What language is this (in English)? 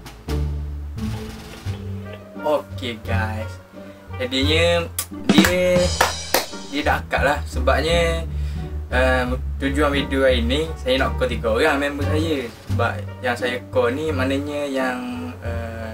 Malay